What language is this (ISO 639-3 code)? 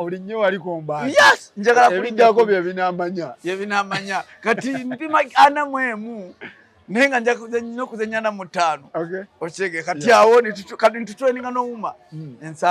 lug